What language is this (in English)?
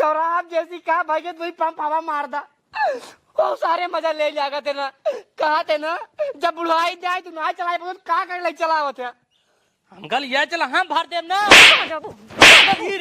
Awadhi